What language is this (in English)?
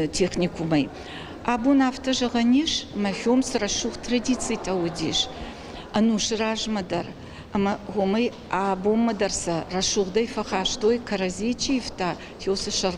Ossetic